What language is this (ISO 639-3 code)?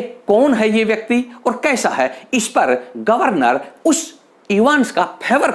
hin